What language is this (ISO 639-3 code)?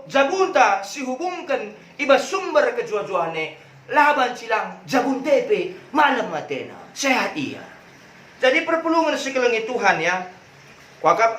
btx